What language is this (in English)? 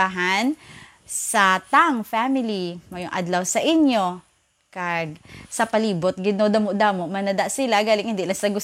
Hiligaynon